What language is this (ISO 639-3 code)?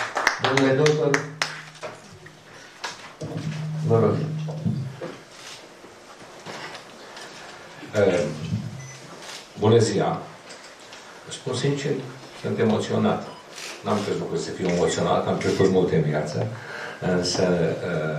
ron